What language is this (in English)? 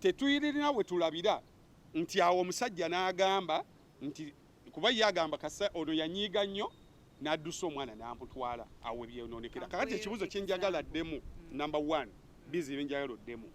Ganda